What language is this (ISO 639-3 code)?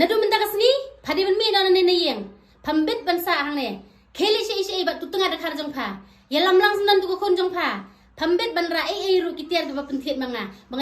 kha